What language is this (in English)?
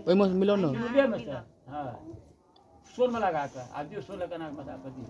Maithili